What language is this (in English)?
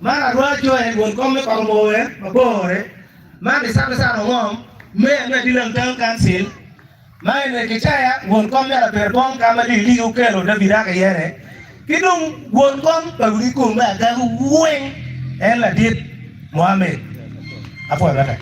Acoli